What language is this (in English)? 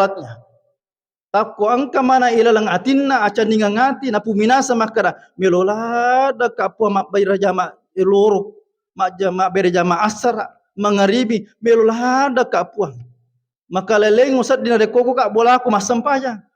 Buginese